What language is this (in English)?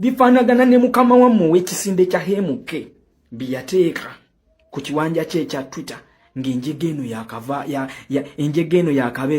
Ganda